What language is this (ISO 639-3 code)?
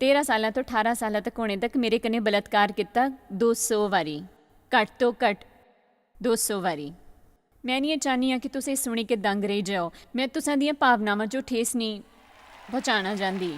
doi